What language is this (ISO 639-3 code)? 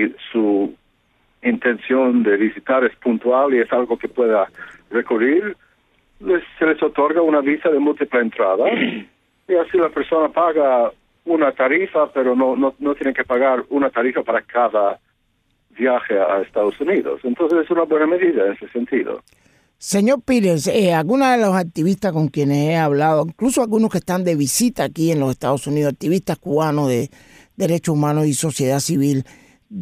spa